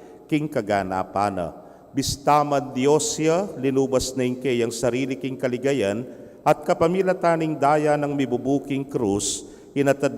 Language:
Pampanga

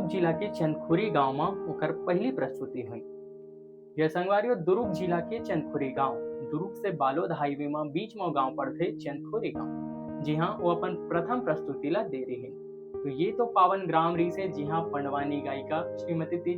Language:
Chhattisgarhi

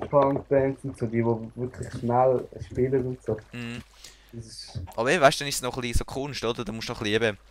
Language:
Swiss German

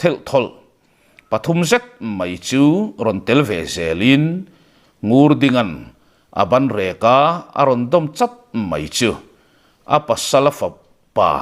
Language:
Mizo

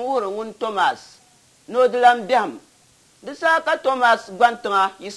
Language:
Dagbani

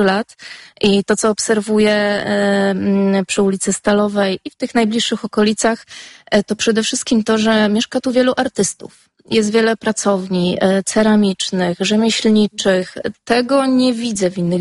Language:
Polish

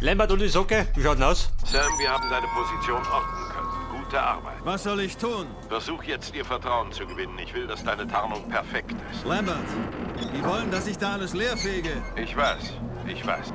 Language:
Bavarian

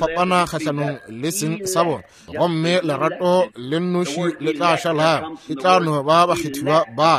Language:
Northern Sotho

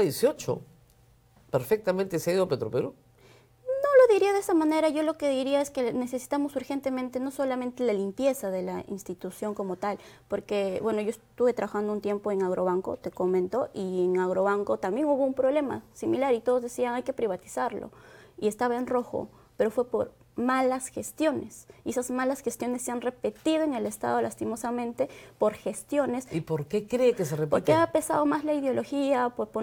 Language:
Spanish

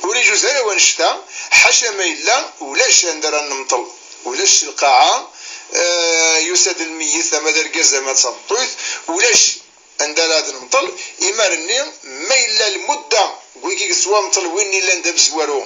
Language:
Kabyle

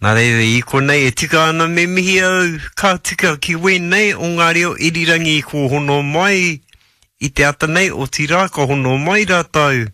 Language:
Māori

